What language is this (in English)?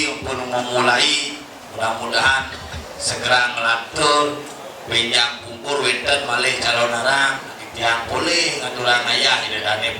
Balinese